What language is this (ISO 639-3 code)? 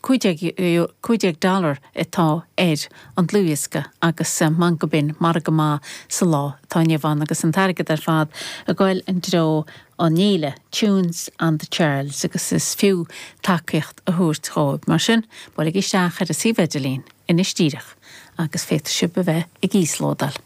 gle